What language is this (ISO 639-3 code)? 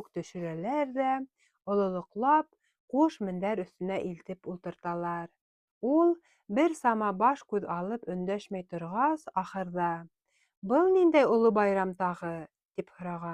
bak